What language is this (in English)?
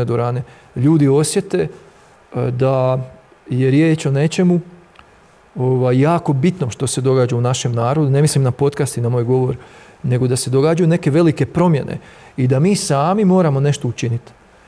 Croatian